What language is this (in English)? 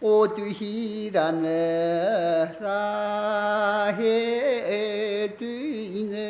Tangkhul Naga (India)